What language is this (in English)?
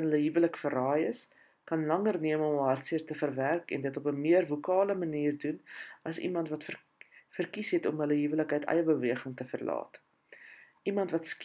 Afrikaans